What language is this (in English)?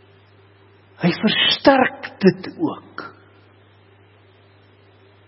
Afrikaans